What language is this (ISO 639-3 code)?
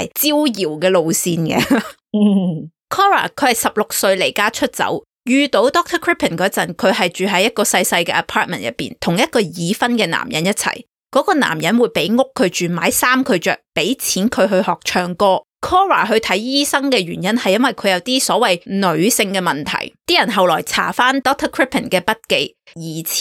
yue